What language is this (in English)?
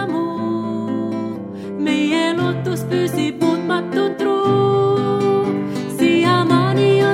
Estonian